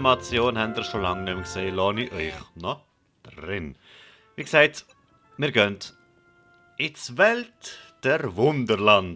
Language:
Swiss German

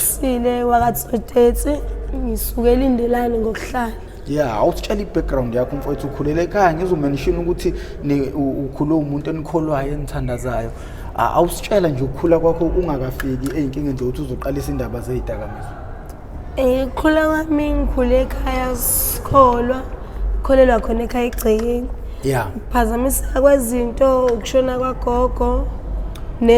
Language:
Zulu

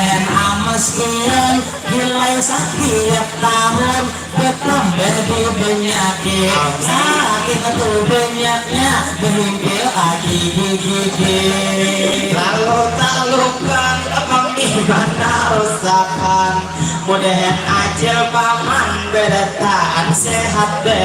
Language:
Banjar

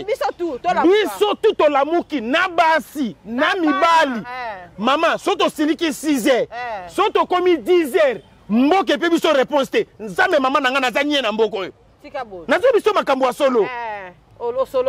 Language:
Lingala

